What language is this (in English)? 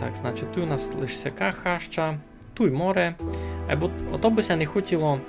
Rusyn